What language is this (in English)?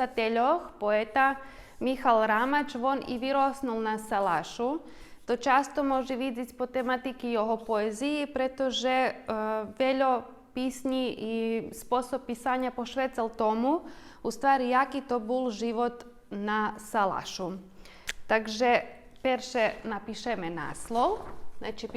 Rusyn